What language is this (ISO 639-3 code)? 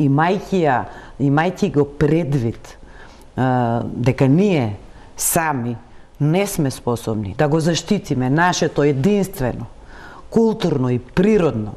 mkd